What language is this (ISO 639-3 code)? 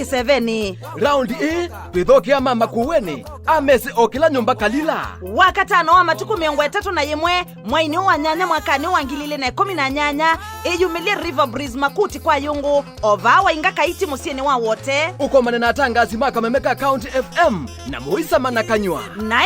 kam